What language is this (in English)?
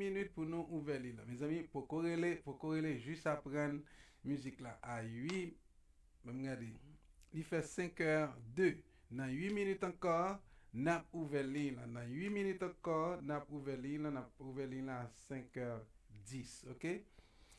Haitian Creole